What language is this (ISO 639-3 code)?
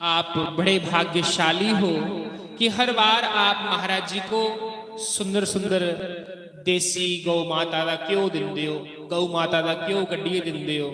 doi